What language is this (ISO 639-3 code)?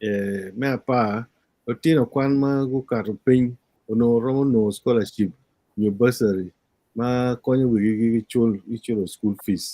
ach